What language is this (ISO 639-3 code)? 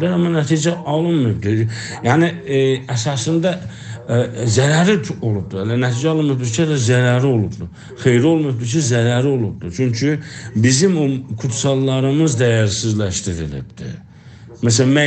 azb